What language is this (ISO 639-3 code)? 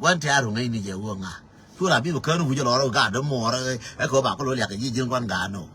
nus